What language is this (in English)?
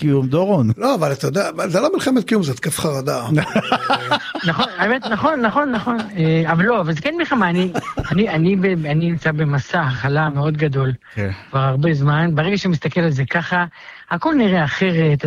Hebrew